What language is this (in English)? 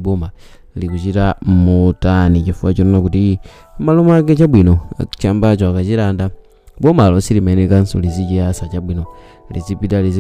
Nyanja